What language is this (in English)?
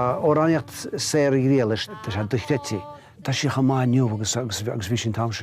Irish